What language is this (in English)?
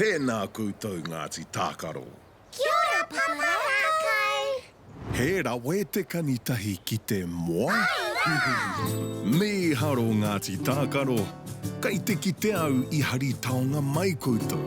Māori